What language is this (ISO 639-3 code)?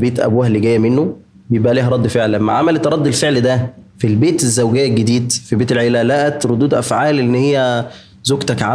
arz